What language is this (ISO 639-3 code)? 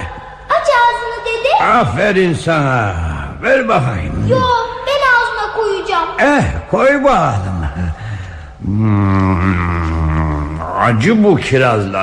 tur